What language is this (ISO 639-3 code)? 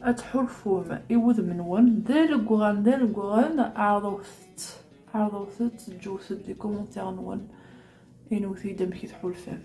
kab